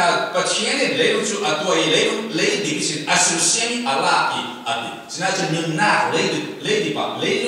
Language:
Falam Chin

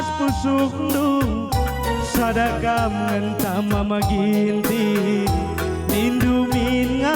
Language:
Batak Karo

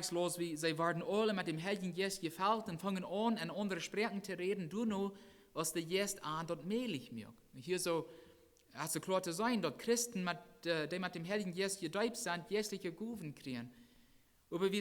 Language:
Plautdietsch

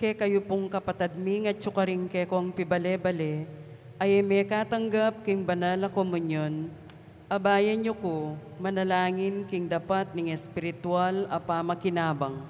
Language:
Pampanga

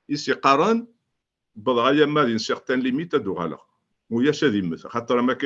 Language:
Kabyle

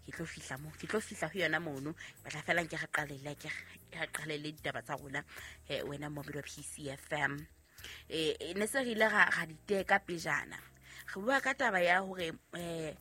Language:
Southern Sotho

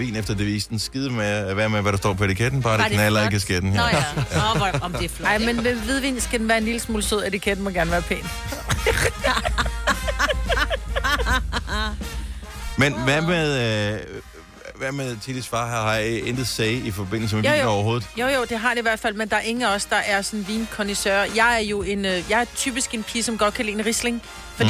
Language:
Danish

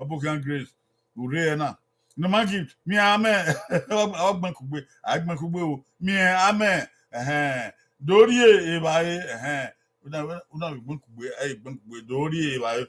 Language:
Bini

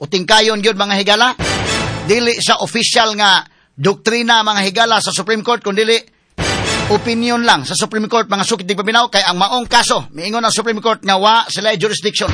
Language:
Cebuano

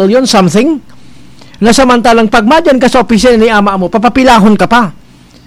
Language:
Bikol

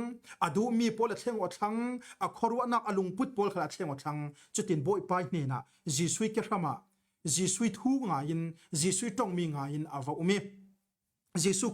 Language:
Falam Chin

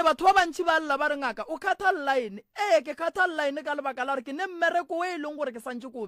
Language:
Northern Sotho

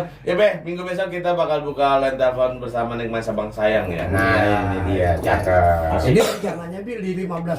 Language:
Betawi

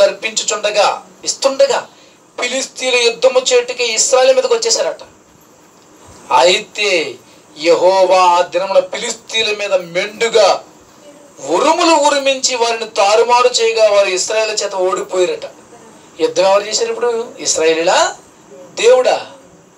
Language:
Telugu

